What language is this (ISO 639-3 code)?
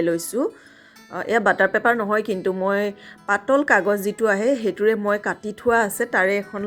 asm